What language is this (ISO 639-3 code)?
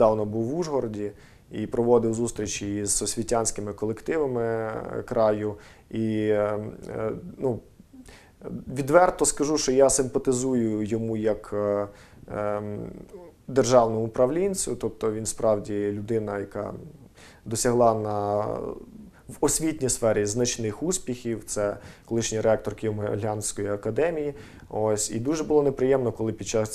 ukr